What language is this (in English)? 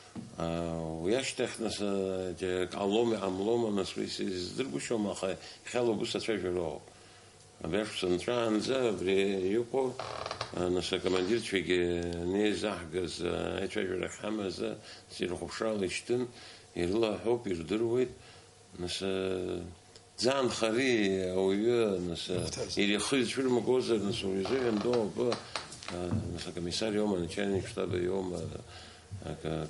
Abkhazian